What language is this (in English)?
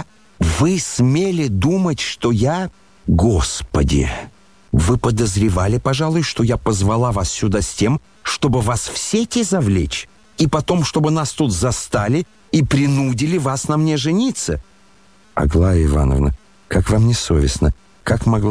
Russian